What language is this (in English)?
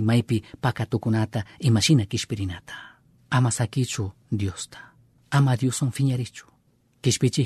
Chimborazo Highland Quichua